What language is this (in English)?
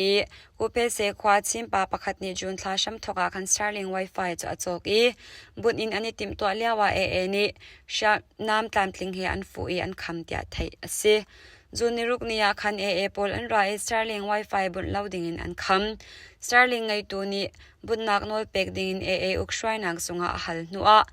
Hakha Chin